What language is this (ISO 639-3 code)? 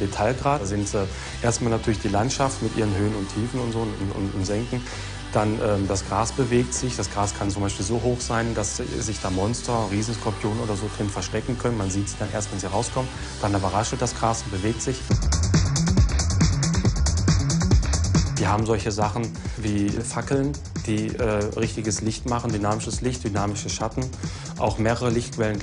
deu